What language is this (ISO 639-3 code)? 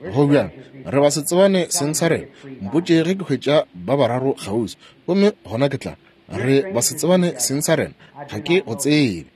nso